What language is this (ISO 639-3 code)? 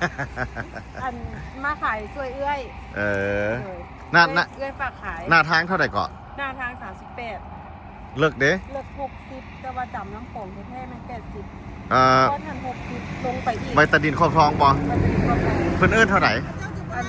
lao